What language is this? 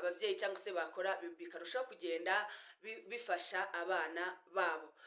Kinyarwanda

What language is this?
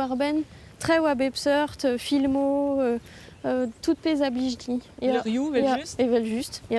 Breton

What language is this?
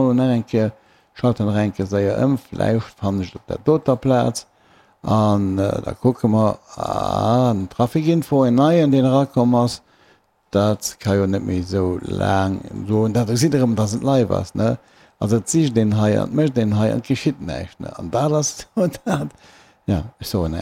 Luxembourgish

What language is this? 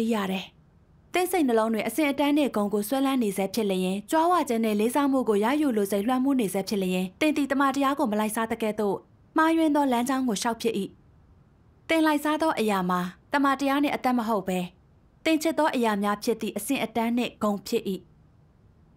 Burmese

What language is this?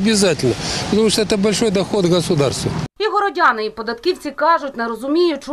Ukrainian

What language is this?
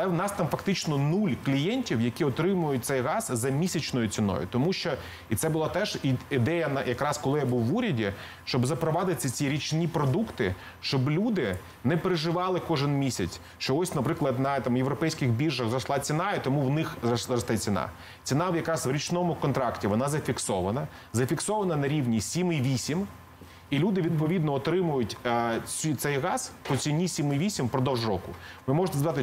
Ukrainian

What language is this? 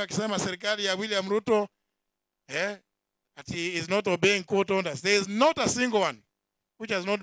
Meru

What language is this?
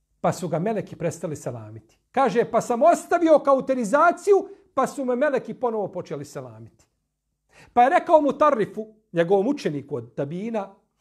Bosnian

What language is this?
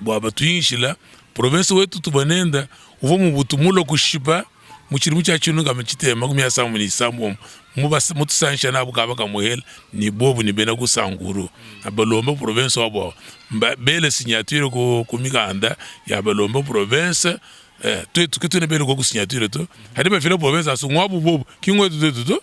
Luba-Lulua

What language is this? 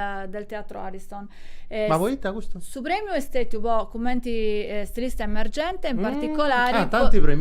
Sardinian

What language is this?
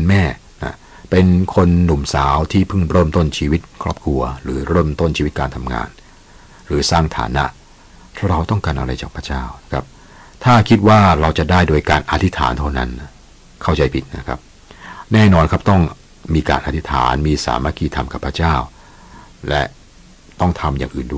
Thai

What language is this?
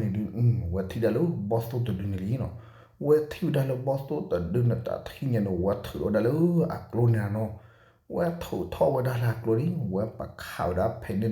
S'gaw Karen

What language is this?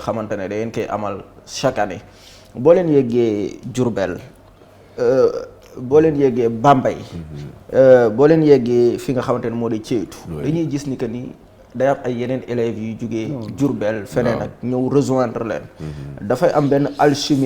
Wolof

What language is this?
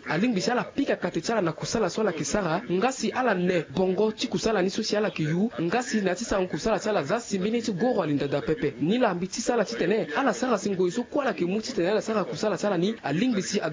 Sango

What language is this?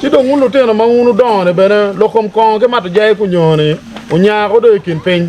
Acoli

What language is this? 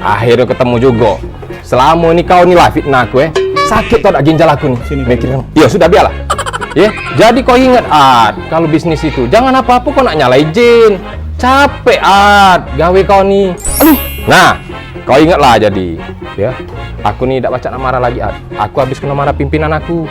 Musi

